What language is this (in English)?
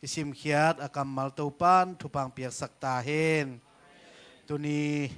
Tedim Chin